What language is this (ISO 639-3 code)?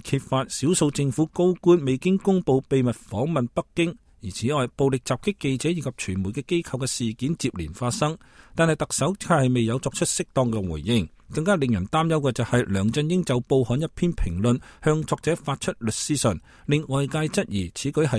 yue